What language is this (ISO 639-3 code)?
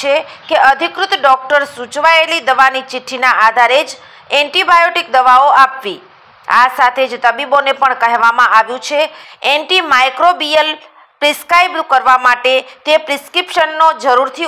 guj